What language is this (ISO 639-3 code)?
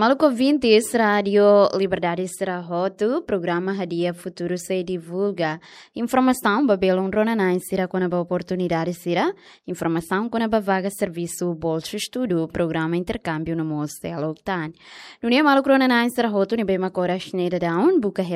tet